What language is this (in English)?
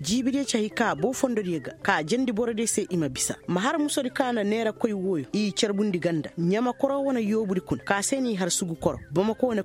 Koyraboro Senni